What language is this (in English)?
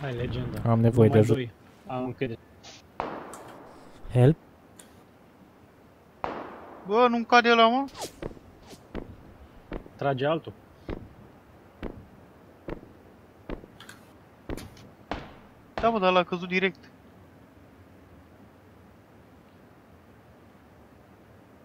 Romanian